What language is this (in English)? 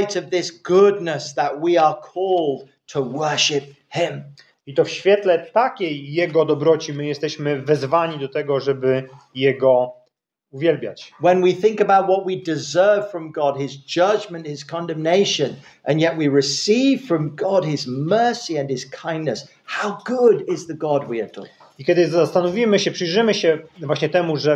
Polish